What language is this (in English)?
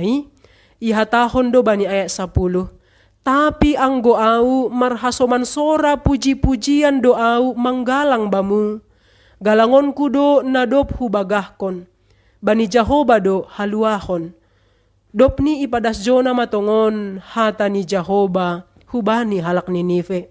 Batak Simalungun